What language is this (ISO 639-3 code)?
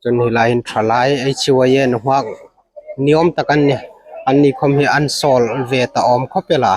hmr